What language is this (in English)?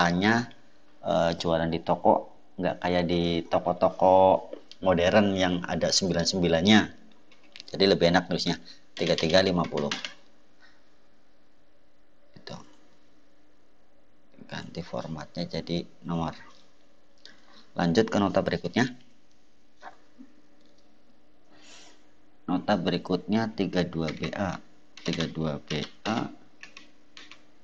Indonesian